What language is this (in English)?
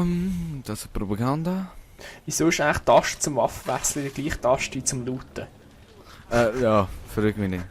Swiss German